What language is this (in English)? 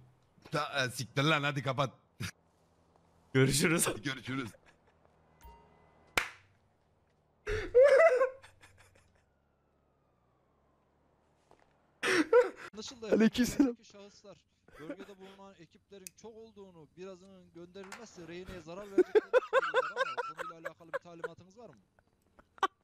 Turkish